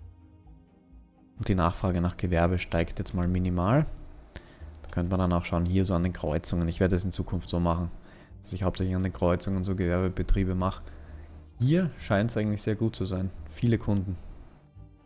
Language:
German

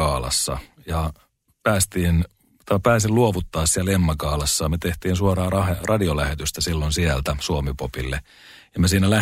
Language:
Finnish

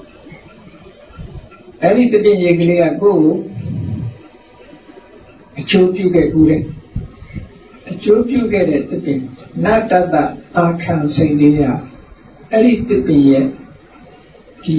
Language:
Burmese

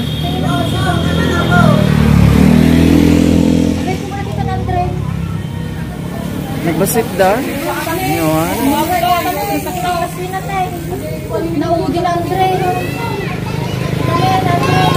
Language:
Filipino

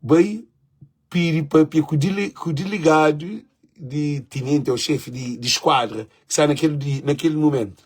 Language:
Kabuverdianu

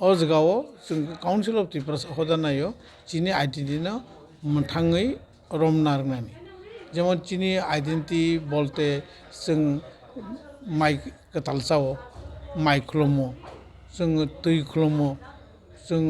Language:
Kok Borok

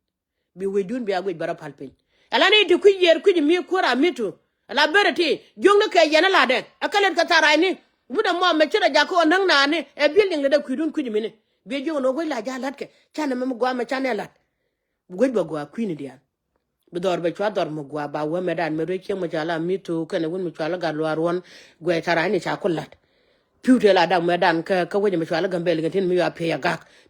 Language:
Nuer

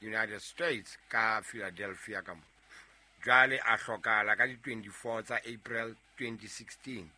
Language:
Southern Sotho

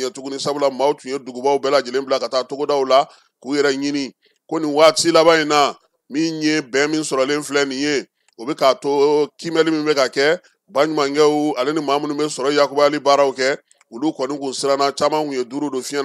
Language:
Bambara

